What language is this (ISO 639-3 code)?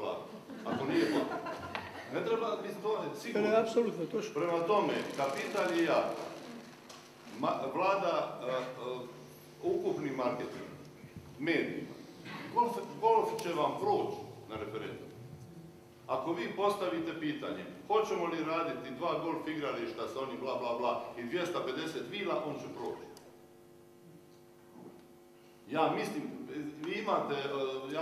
hrv